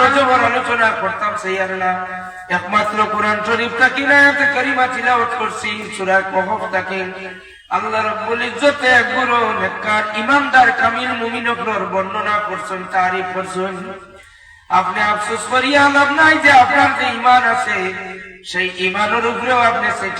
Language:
Sylheti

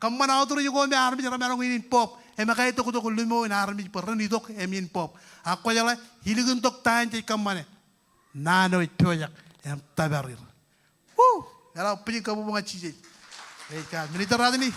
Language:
Marshallese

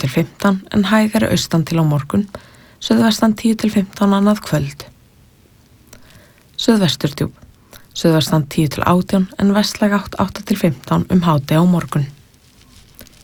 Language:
Icelandic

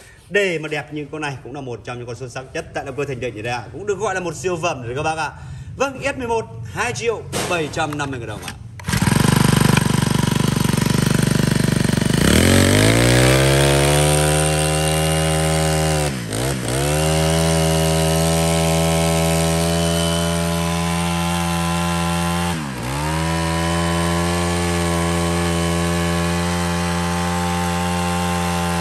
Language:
Vietnamese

